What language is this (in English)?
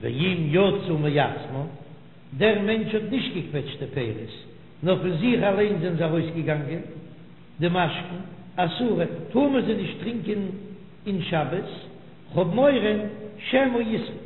Yiddish